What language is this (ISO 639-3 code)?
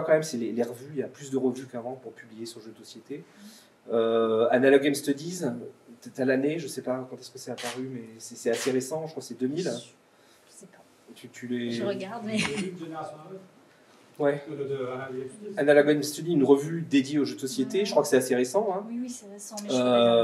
fra